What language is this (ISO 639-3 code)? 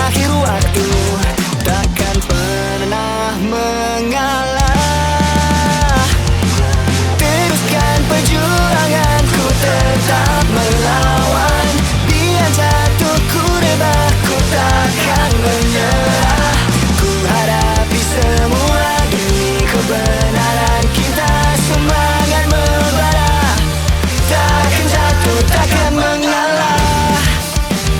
msa